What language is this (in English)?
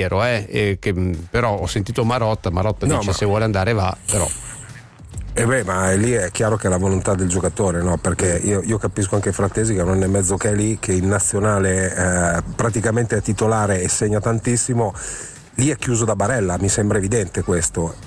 Italian